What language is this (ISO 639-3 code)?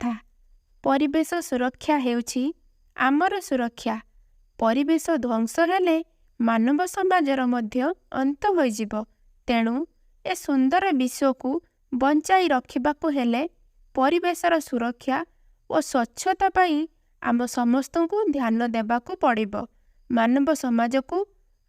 ori